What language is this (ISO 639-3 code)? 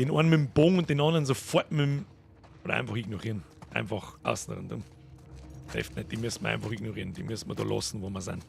bar